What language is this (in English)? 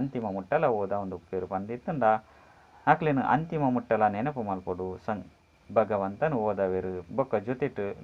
Tulu